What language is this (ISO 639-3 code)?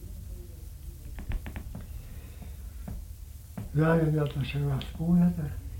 isl